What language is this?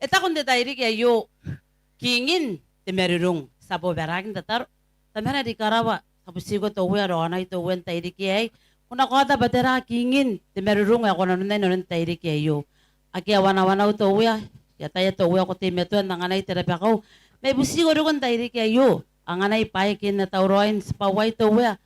Gilbertese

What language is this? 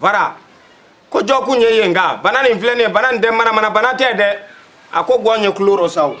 Bambara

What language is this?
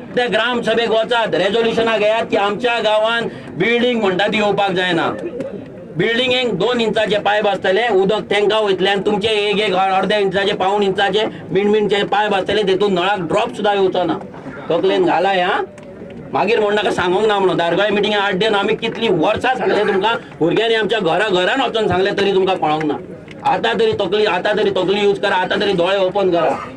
Konkani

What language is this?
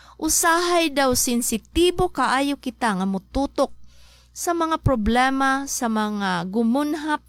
Cebuano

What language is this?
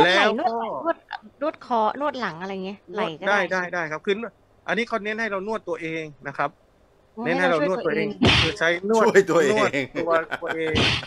Thai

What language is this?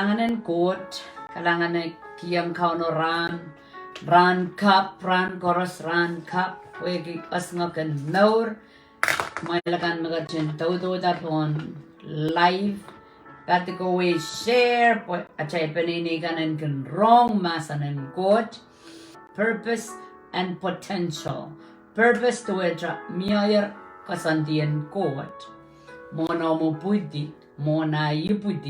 Pohnpeian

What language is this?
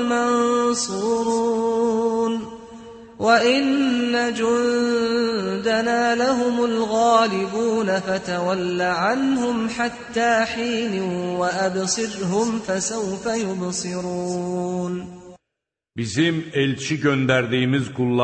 Azerbaijani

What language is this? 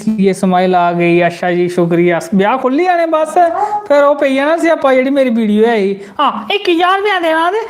Dogri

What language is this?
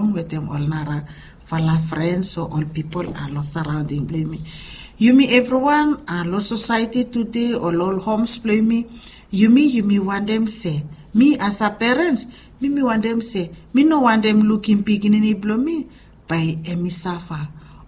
Bislama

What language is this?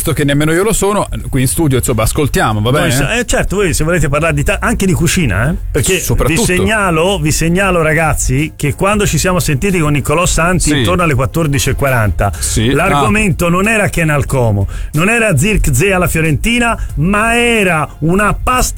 Italian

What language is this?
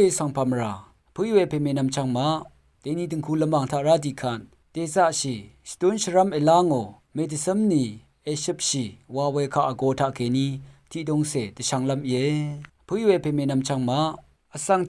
Rawang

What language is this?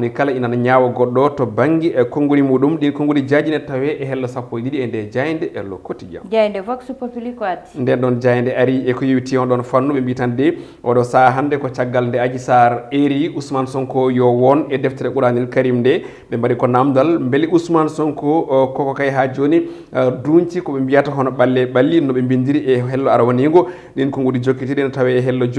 Fula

